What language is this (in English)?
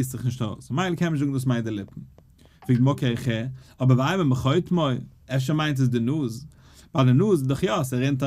Yiddish